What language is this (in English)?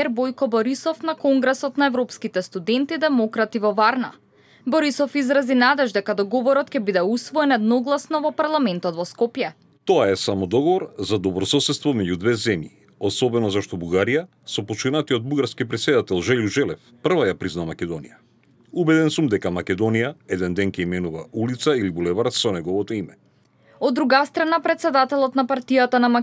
Macedonian